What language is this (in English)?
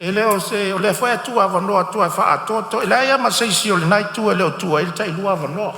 Samoan